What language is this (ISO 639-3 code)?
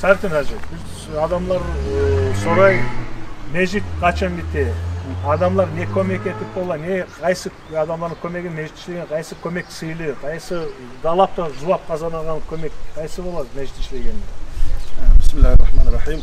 kum